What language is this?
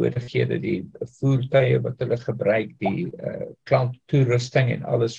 Afrikaans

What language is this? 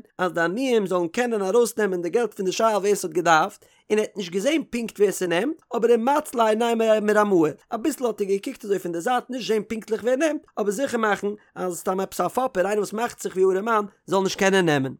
Yiddish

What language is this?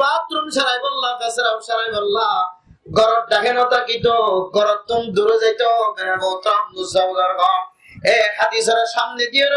Rohingya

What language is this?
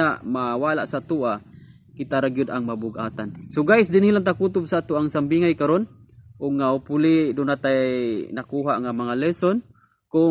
Cebuano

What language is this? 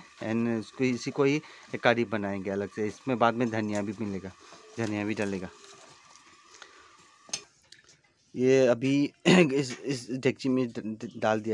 Hindi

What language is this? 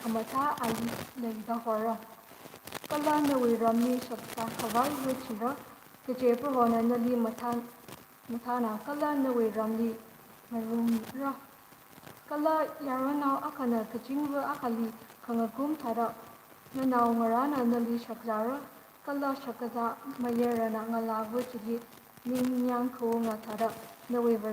Tangkhul Naga (India)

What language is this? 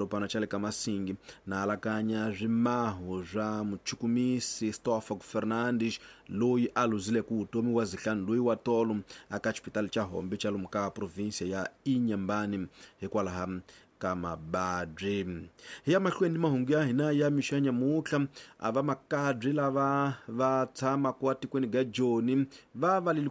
Tsonga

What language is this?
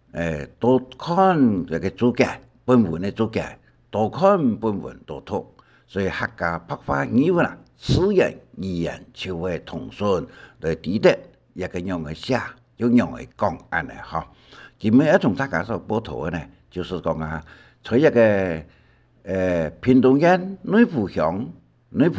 Hakka Chinese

